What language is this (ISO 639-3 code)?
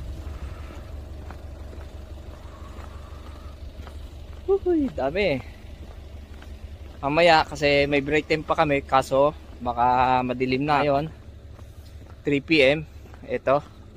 fil